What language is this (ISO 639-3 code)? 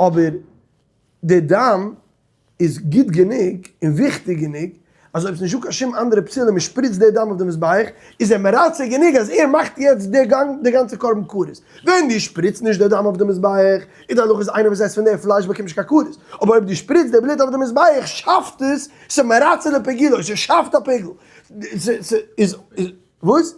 yid